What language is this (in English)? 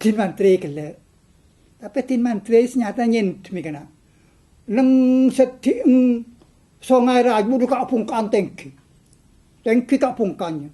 Madurese